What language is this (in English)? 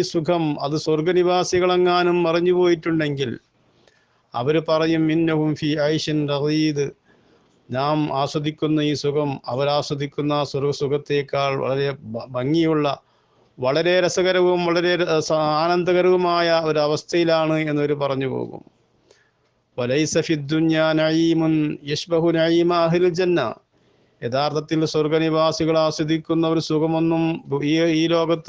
Malayalam